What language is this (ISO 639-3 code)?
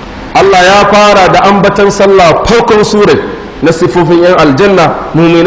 hau